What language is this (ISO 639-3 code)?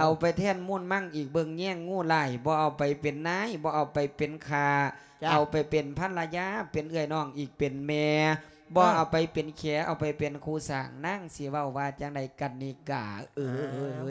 lao